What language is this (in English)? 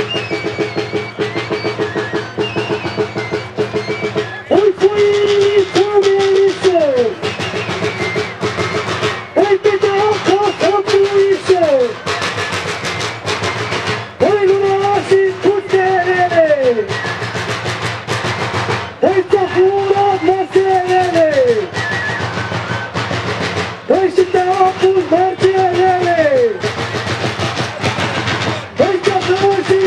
Romanian